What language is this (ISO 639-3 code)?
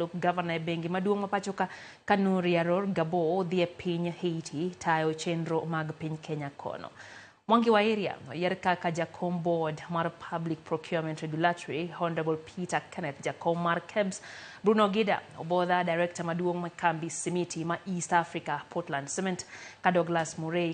luo